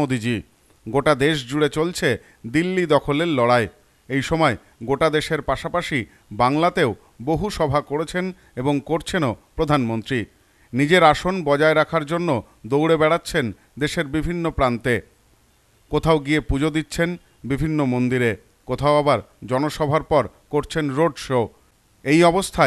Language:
Bangla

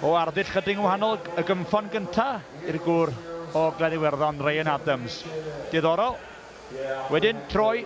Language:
Welsh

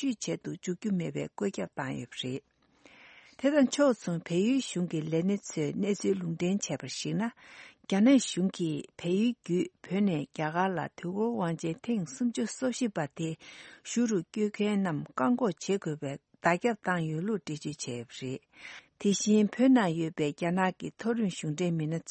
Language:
Tibetan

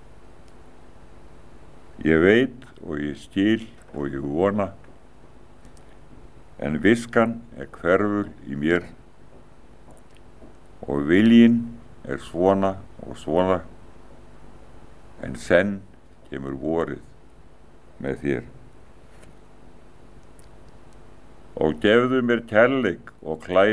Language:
Icelandic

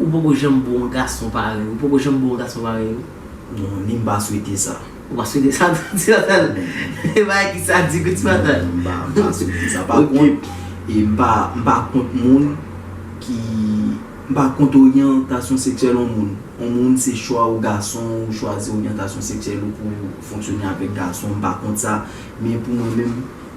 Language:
Haitian Creole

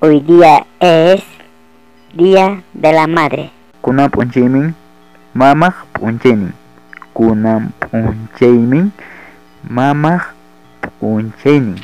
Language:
Ayacucho Quechua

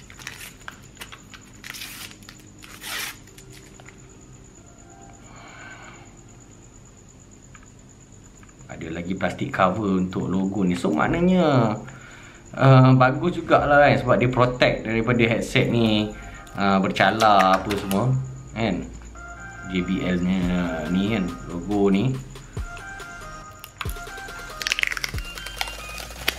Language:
Malay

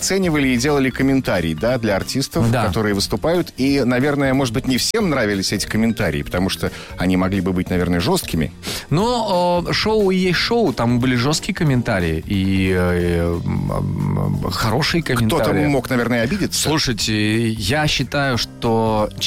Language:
Russian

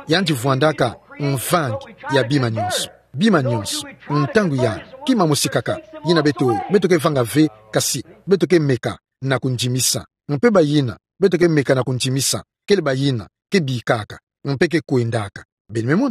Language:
Kituba (Democratic Republic of Congo)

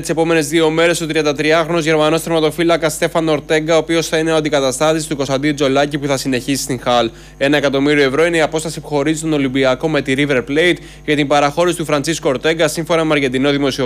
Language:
Greek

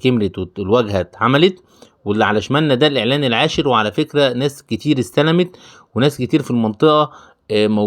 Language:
Egyptian Arabic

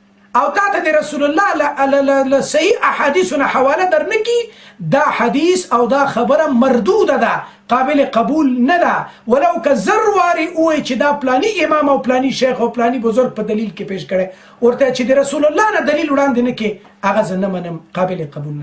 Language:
Pashto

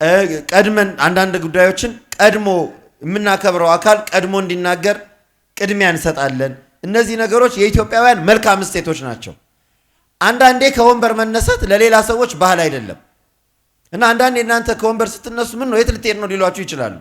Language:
Amharic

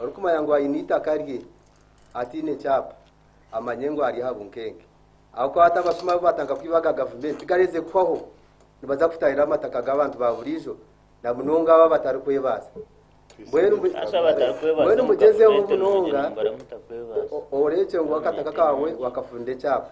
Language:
Nyankole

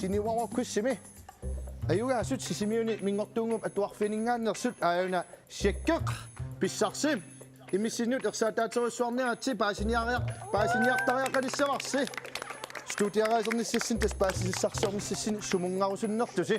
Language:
Kalaallisut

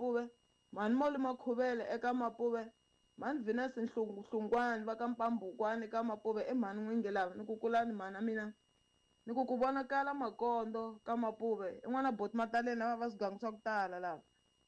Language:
Tsonga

